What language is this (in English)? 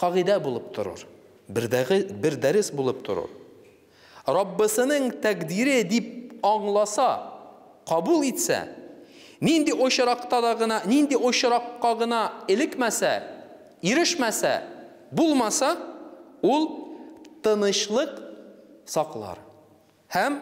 Tatar